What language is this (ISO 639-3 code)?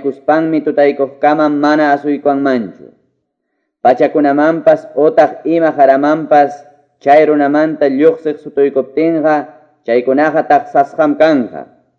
que